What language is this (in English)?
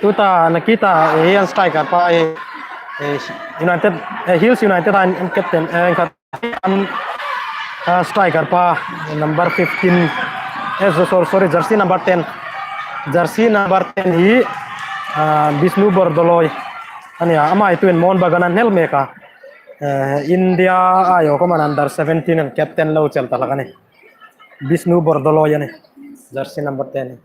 Hmar